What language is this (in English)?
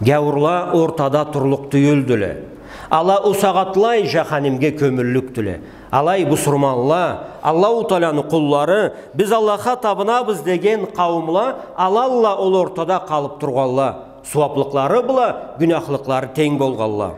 Karachay-Balkar